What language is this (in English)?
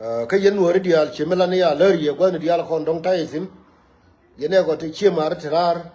Nuer